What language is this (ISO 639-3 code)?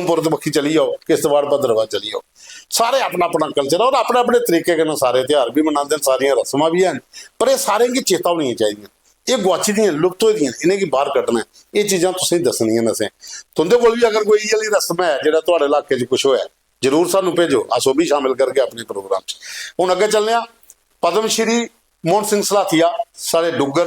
doi